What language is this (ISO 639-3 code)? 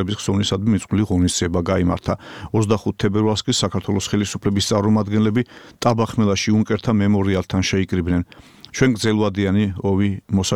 kat